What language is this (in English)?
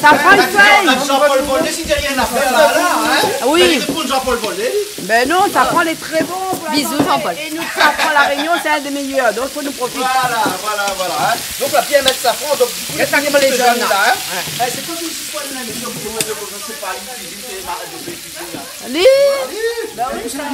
Réunion Creole French